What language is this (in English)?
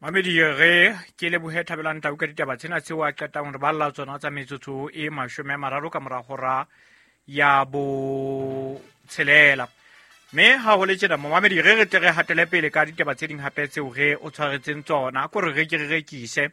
Southern Sotho